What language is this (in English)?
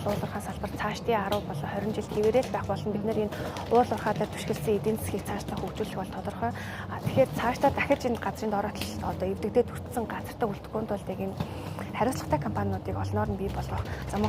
Mongolian